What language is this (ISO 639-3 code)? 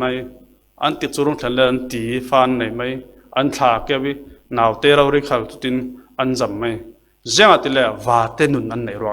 cfm